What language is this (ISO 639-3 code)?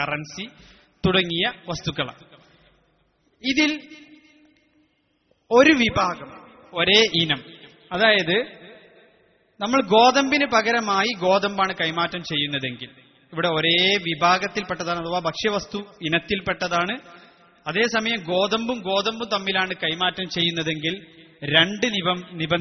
mal